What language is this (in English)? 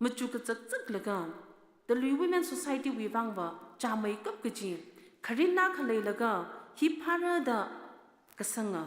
Tangkhul Naga (India)